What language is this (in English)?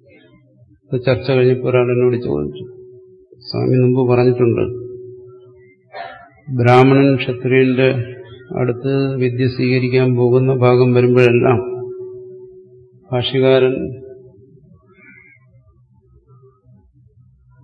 Malayalam